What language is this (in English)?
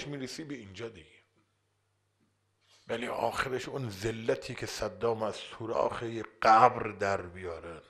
Persian